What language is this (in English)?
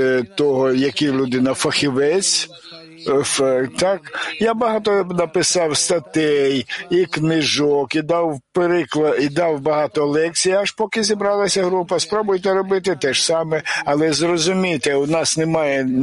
Ukrainian